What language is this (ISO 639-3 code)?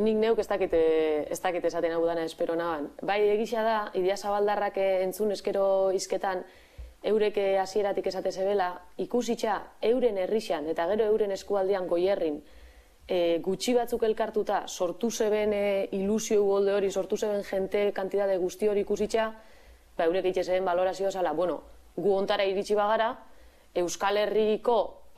eus